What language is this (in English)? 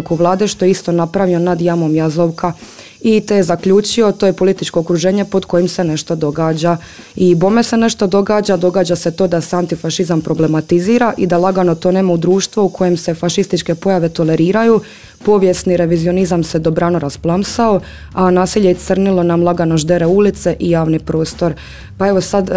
Croatian